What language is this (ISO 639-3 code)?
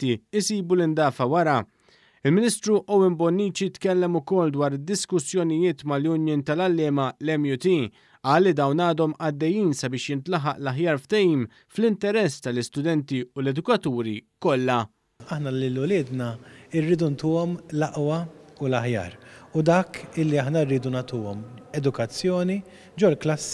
mlt